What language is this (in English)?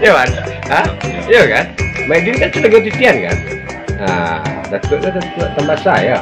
Minangkabau